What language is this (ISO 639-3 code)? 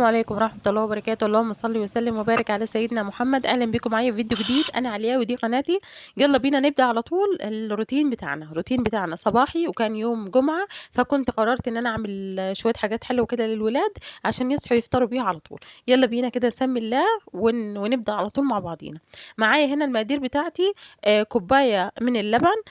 arz